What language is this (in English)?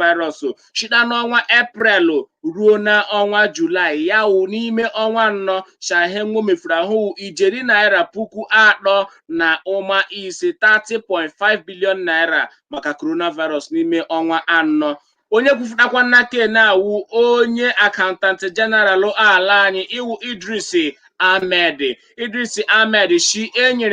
Igbo